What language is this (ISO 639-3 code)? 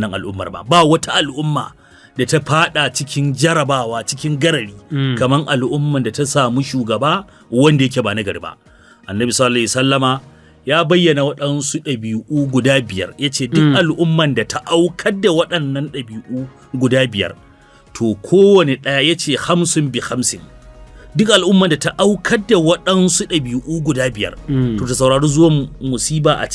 hau